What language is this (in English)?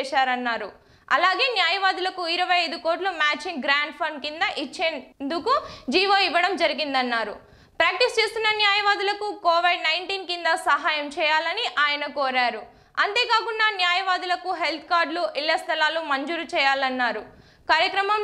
Telugu